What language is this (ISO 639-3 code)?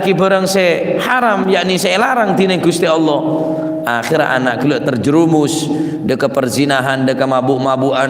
mad